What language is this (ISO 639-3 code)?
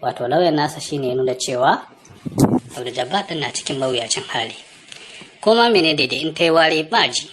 hau